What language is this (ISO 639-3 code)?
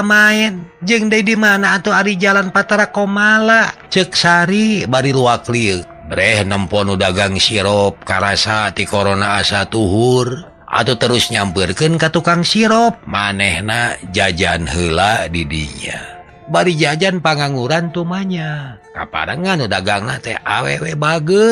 sun